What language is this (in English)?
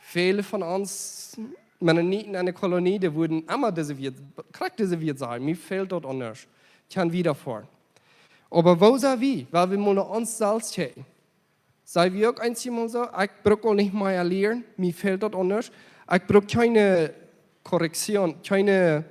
Plautdietsch